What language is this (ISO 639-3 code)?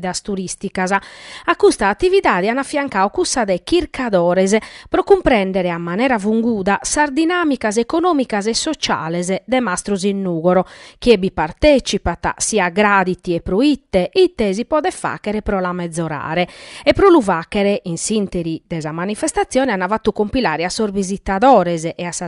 srd